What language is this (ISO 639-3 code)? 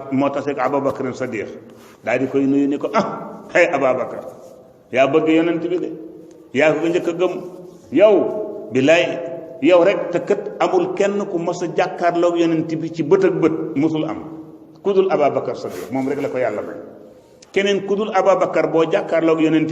wol